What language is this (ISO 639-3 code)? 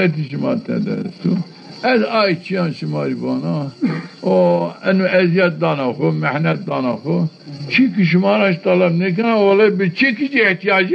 zza